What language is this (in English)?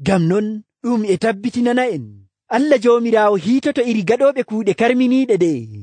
Nigerian Fulfulde